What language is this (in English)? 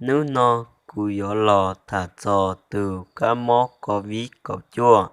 Hmong